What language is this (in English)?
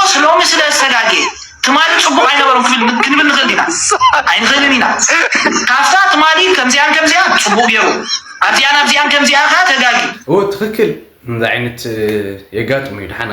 Tigrinya